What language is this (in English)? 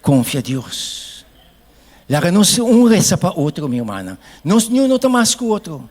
Papiamento